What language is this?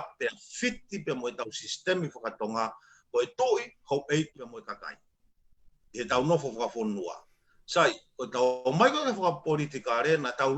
Tongan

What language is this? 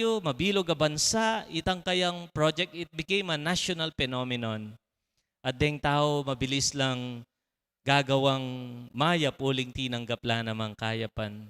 Pampanga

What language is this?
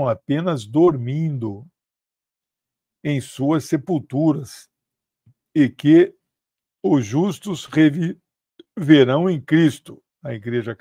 Portuguese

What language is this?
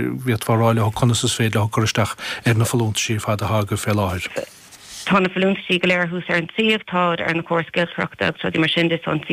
Irish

